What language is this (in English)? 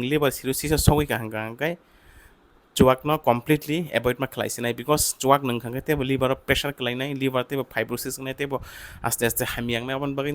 Kok Borok